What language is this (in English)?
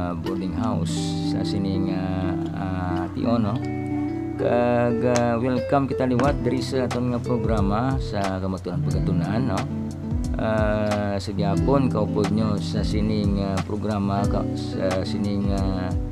Hiligaynon